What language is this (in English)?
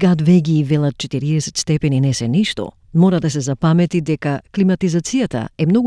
Macedonian